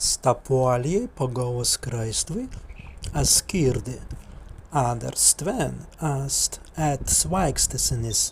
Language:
Prussian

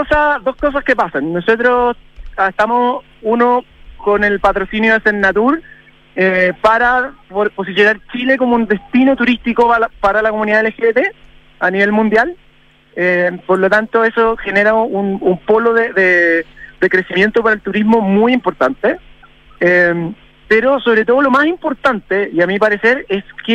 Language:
Spanish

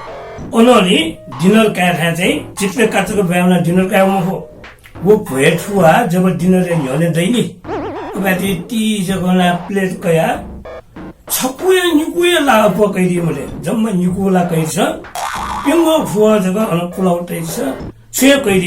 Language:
Newari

